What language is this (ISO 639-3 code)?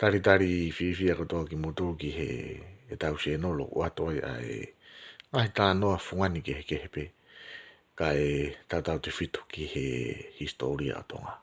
ton